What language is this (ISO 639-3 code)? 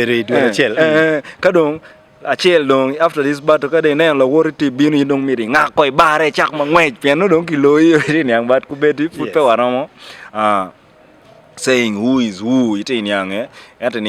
ach